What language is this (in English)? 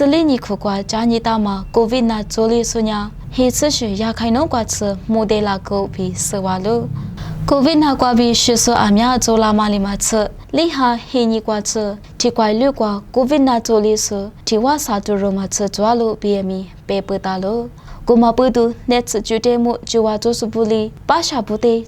Lisu